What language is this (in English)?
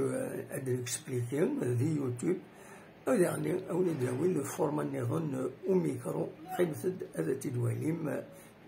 Kabyle